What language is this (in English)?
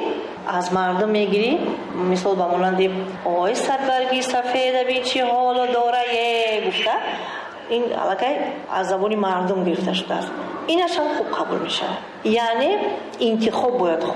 Tajik